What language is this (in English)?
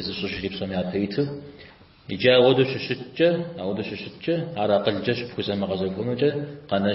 Kabardian